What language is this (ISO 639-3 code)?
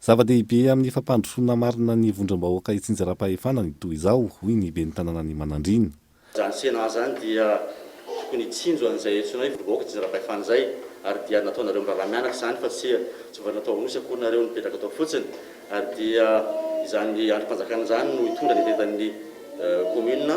mlg